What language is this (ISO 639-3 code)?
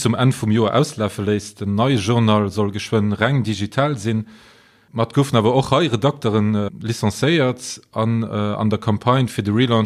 ltz